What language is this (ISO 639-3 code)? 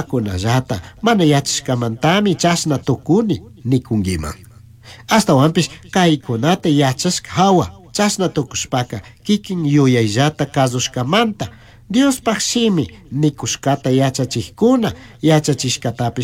qug